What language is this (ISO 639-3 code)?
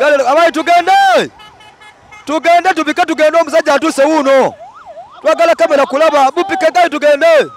xog